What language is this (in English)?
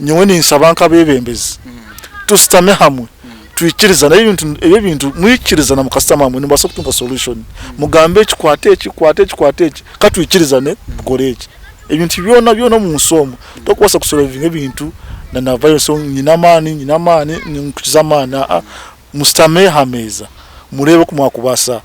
Nyankole